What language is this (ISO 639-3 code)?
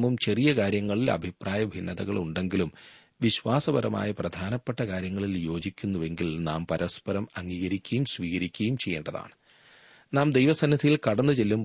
mal